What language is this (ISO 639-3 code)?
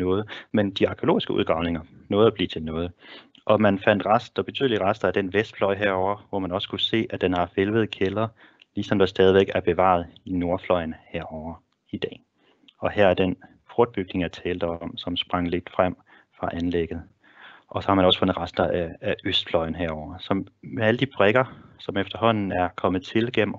dan